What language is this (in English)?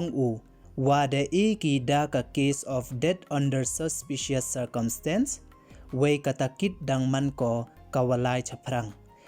Pnar